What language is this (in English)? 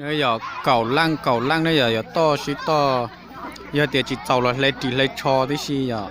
Hmong